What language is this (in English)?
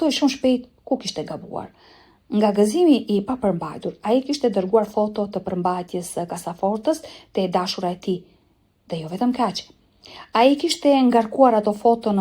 Albanian